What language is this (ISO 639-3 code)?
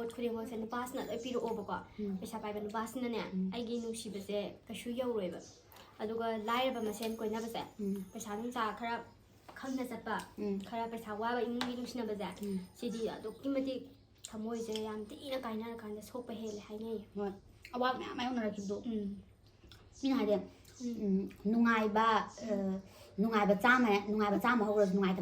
mni